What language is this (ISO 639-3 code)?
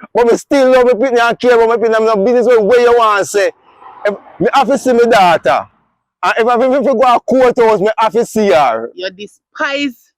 jam